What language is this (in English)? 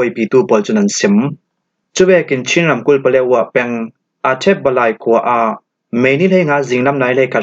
Falam Chin